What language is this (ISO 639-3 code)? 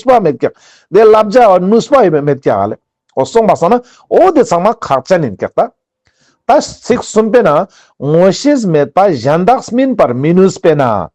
lbj